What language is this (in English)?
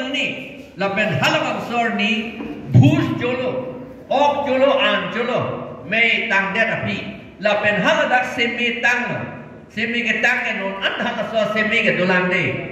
Karbi